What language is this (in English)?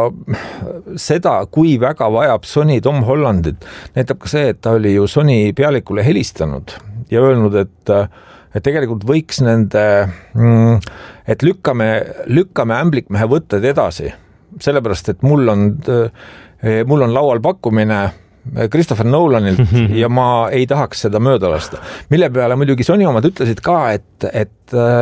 Estonian